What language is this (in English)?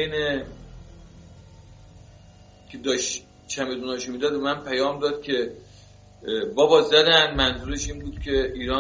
Persian